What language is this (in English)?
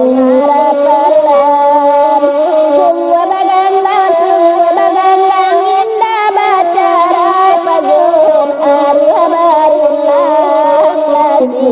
Minangkabau